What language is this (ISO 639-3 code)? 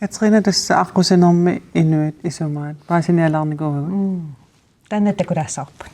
kal